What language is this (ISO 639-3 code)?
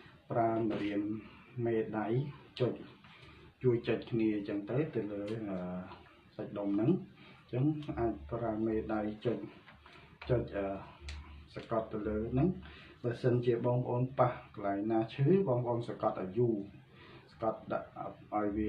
khm